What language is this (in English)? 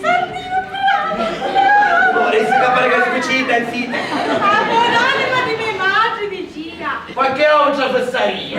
Sicilian